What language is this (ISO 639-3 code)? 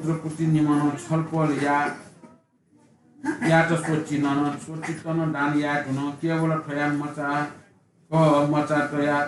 new